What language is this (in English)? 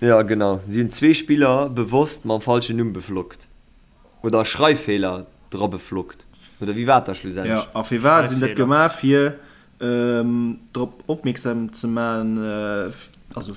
Luxembourgish